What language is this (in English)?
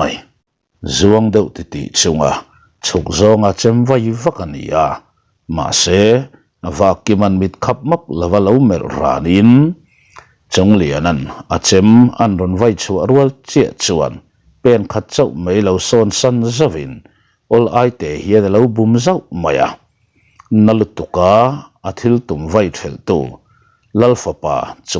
Mizo